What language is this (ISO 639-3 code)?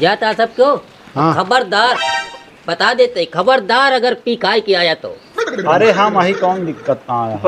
awa